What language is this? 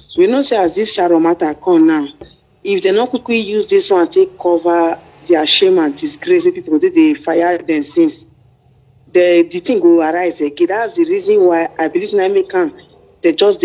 Nigerian Pidgin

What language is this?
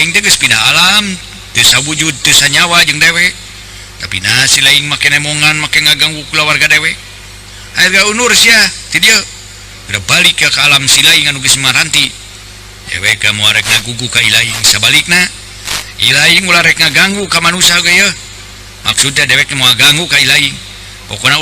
Sundanese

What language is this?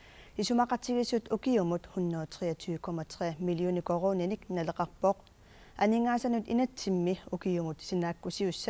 Kalaallisut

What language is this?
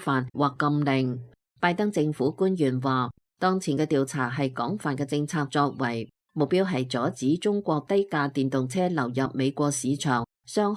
Cantonese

